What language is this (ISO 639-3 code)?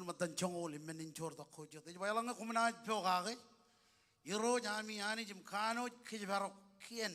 mah